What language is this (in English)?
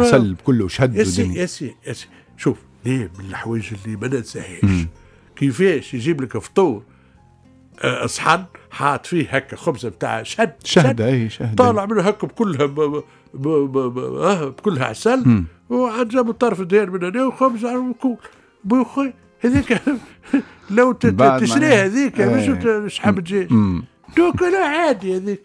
Tunisian Arabic